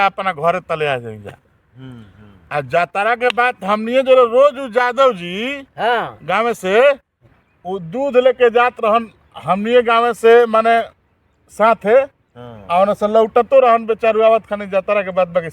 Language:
Bhojpuri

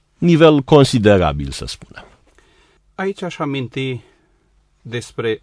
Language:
Romanian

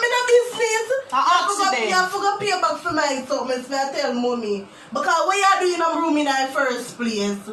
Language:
Jamaican Creole English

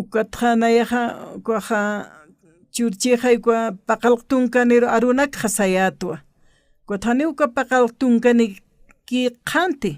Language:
Aymara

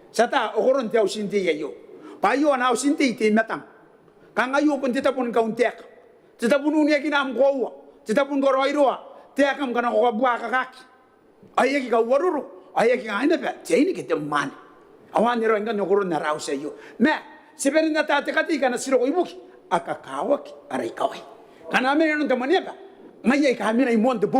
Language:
Gilbertese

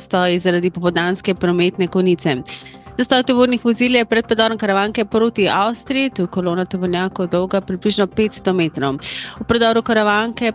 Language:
Slovenian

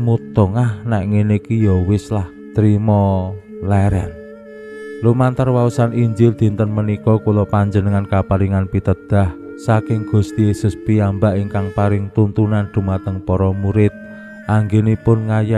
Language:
Javanese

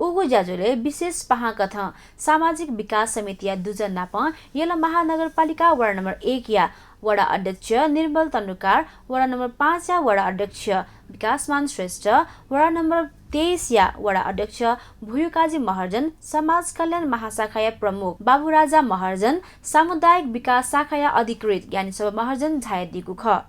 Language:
Newari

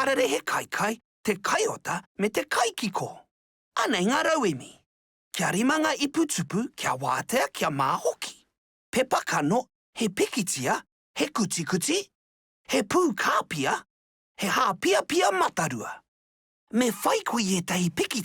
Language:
Māori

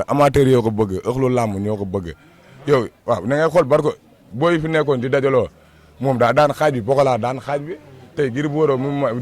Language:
Wolof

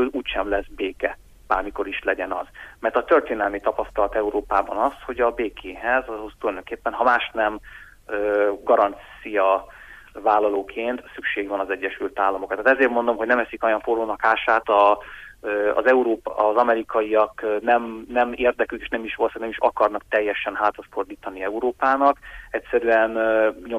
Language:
Hungarian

